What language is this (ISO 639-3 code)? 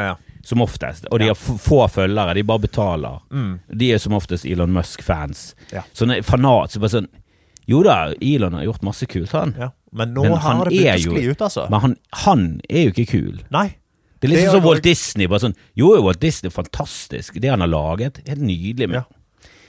nor